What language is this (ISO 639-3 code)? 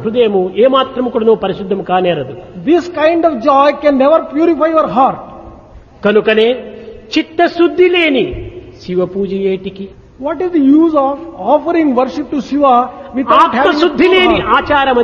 tel